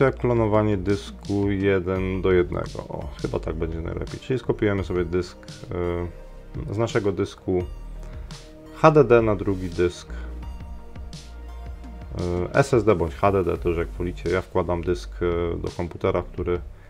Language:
Polish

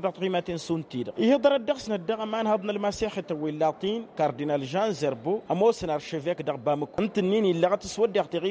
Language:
Tamasheq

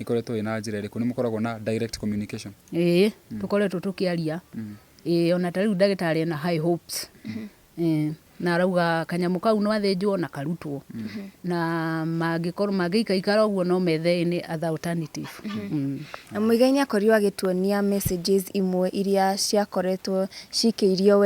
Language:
Kikuyu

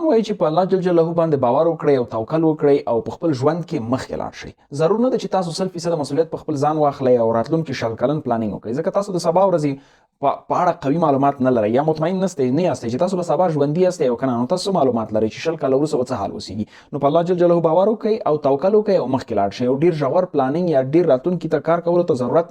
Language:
Pashto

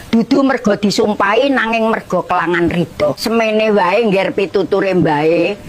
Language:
Javanese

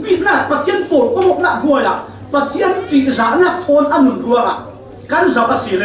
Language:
Falam Chin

